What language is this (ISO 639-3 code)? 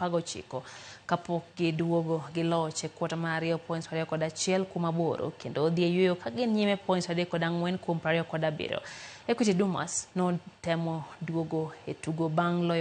luo